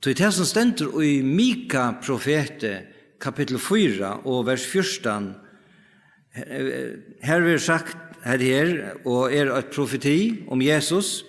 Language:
Faroese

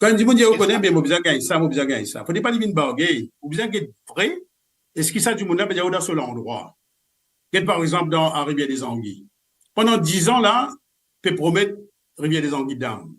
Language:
Morisyen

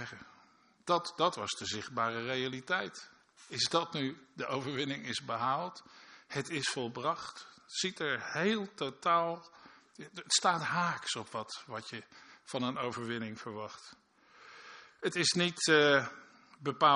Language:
Dutch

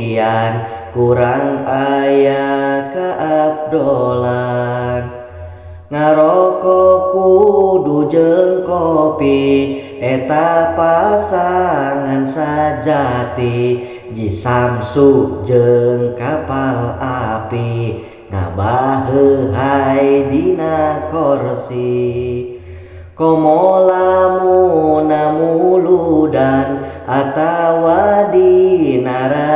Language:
Sundanese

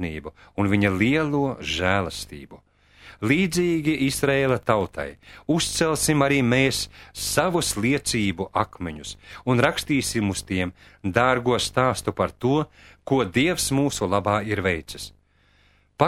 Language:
Latvian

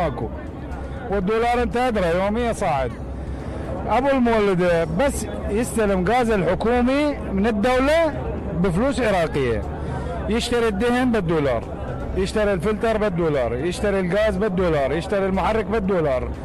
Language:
Mesopotamian Arabic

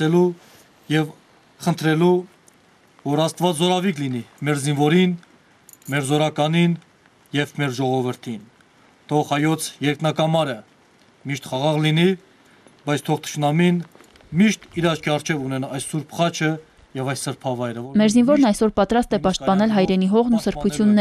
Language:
Armenian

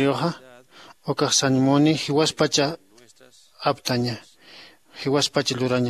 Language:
Aymara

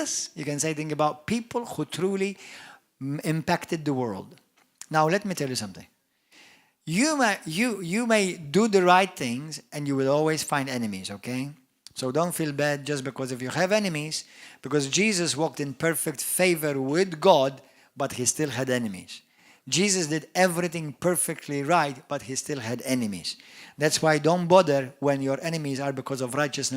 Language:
English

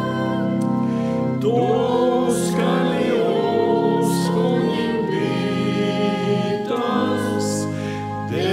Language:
Swedish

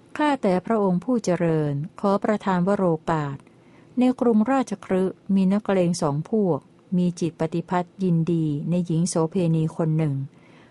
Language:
Thai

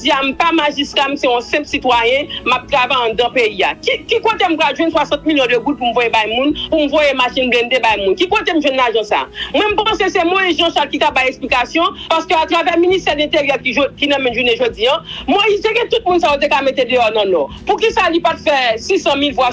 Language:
Haitian Creole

